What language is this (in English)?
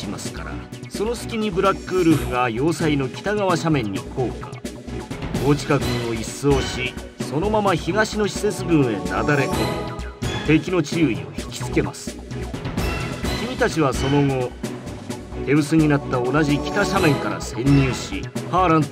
Japanese